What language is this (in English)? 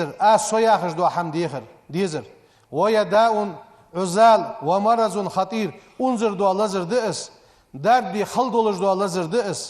Ingush